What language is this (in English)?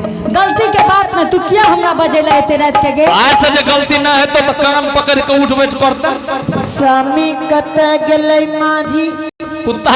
Angika